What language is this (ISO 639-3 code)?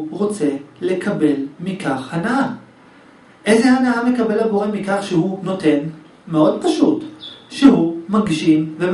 heb